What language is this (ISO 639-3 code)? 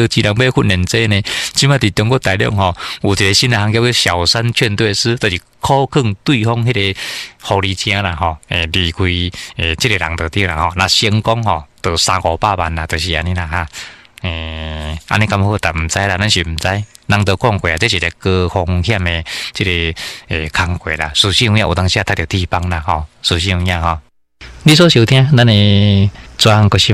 nan